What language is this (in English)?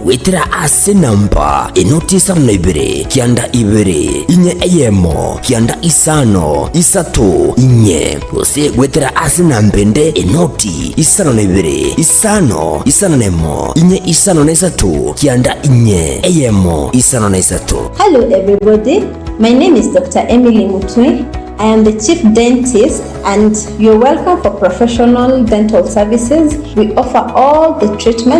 Gusii